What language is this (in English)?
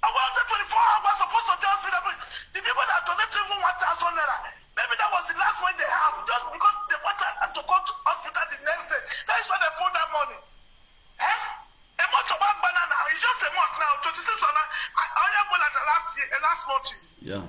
Nigerian Pidgin